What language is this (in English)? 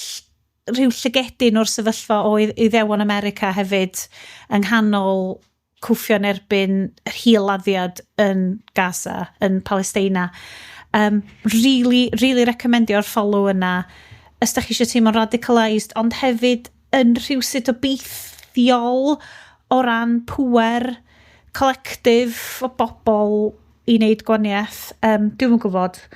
Welsh